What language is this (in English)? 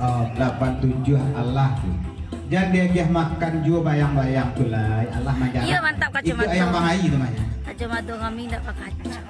Minangkabau